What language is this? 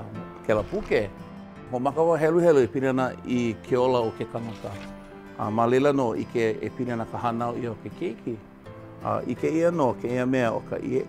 Hawaiian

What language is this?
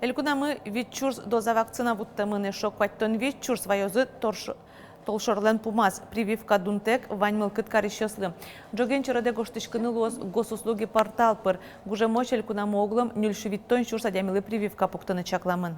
Udmurt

